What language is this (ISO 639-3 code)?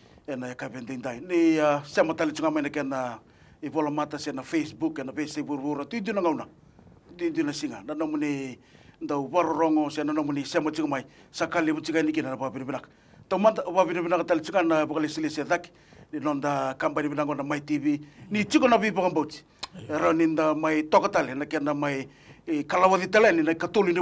fij